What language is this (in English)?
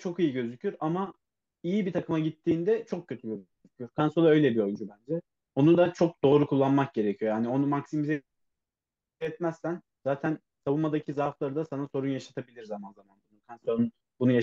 Turkish